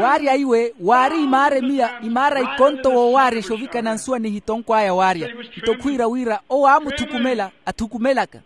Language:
Makhuwa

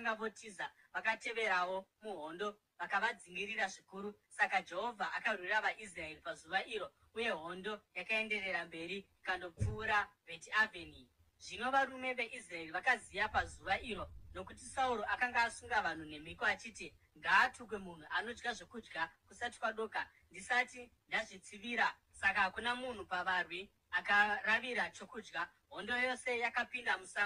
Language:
Shona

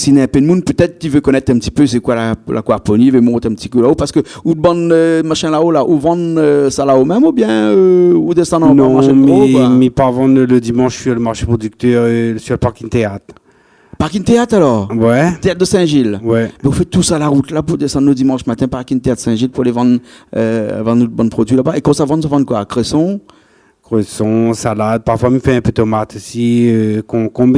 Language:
Réunion Creole French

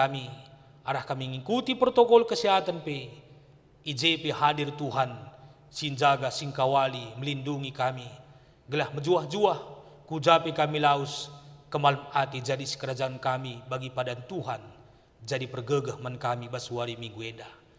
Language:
Batak Karo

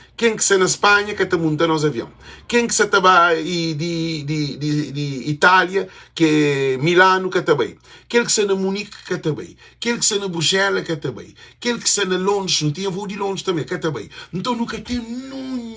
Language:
Kabuverdianu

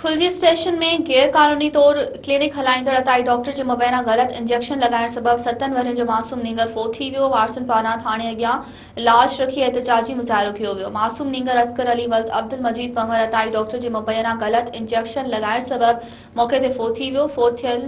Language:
Sindhi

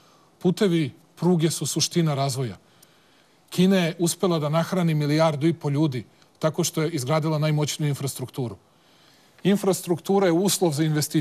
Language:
Serbian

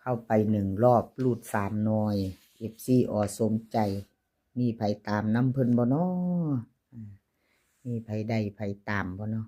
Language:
Northeastern Thai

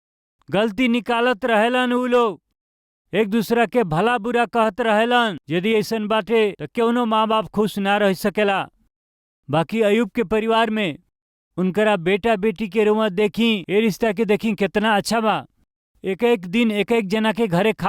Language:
Bhojpuri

